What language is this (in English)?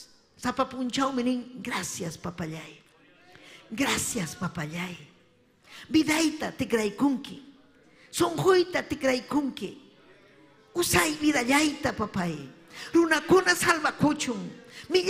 Ayacucho Quechua